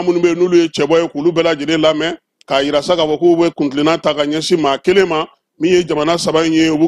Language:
Bambara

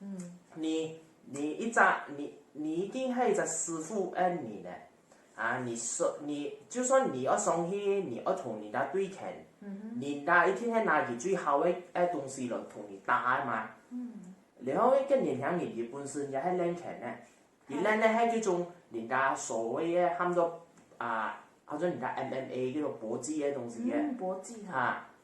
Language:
Hakka Chinese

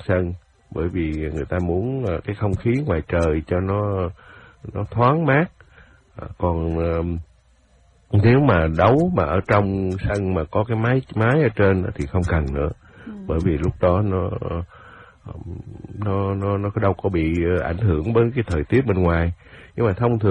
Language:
Vietnamese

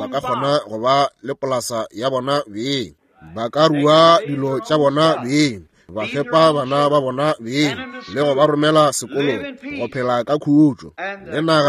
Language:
Northern Sotho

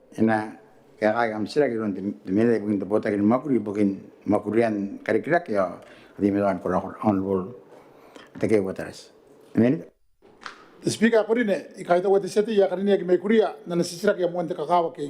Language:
Gilbertese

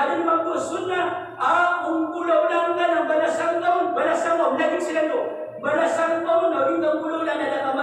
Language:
Maranao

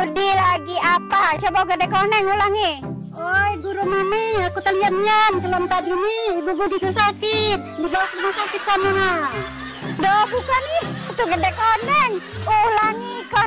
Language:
Musi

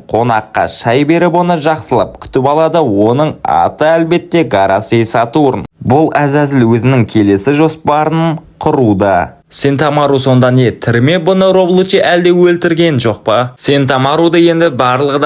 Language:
Kazakh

